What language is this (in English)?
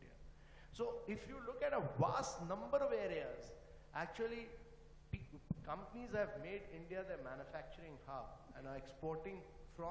English